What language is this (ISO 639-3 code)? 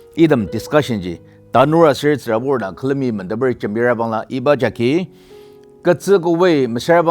njo